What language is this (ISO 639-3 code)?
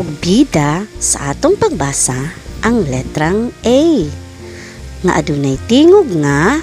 ceb